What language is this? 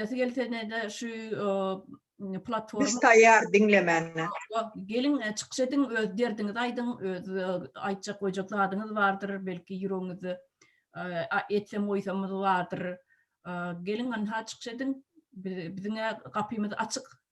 Turkmen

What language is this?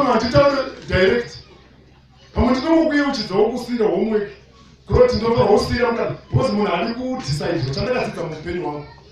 Shona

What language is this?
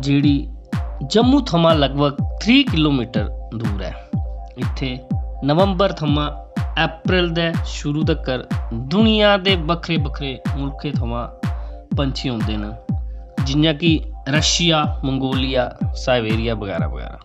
Dogri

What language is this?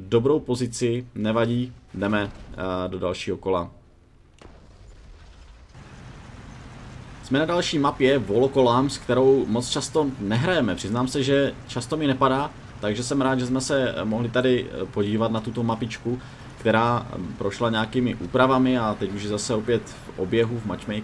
Czech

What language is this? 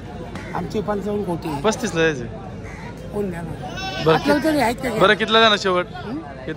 Marathi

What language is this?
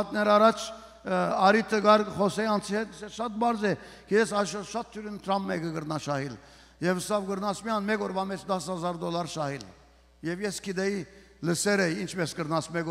Western Armenian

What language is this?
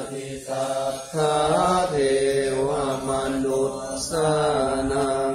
Pali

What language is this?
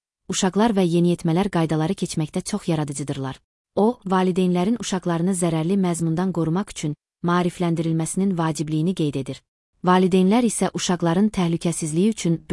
Azerbaijani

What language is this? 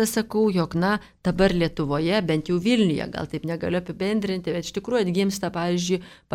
Lithuanian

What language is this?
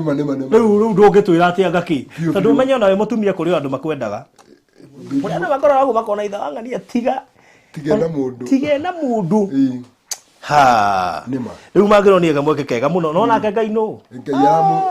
Kikuyu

